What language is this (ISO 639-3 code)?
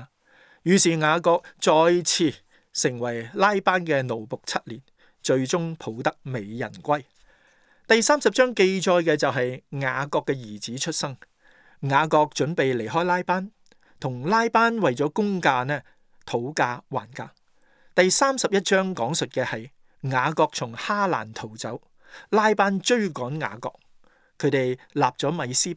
yue